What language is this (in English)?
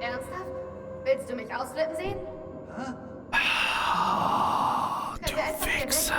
Bavarian